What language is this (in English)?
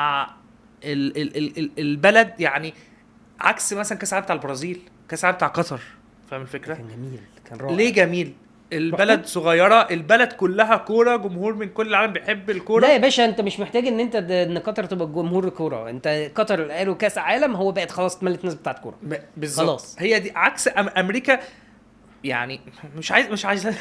Egyptian Arabic